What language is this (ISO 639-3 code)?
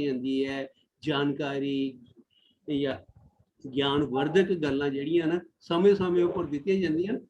doi